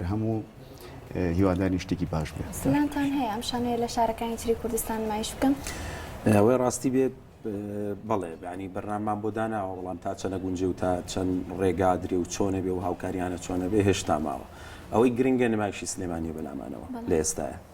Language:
Central Kurdish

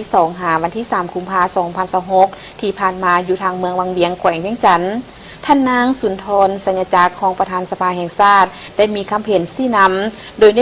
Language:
Lao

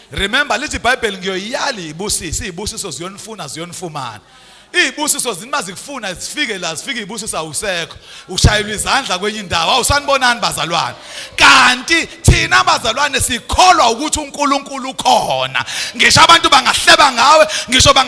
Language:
Zulu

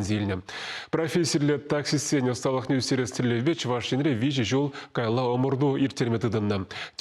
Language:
Chuvash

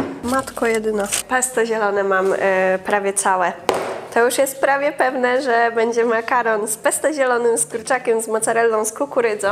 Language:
Polish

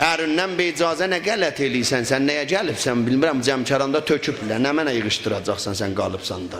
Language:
South Azerbaijani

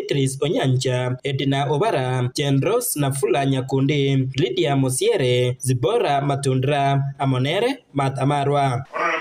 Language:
Gusii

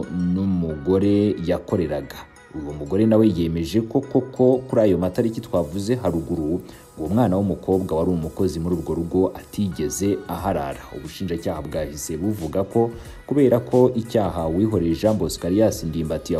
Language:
Kinyarwanda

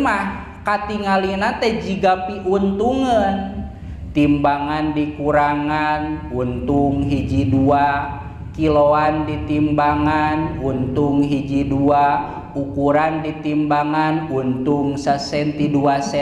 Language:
Sundanese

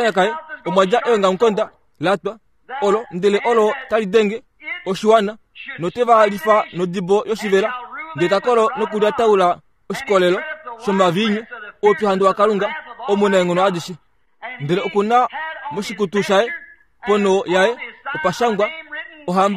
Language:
Kuanyama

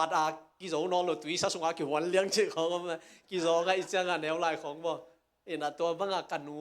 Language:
Tedim Chin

